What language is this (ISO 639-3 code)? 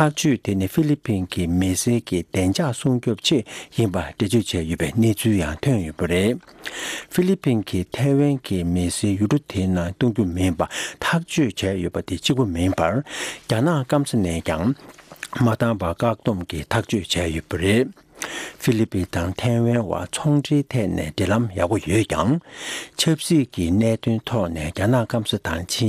bod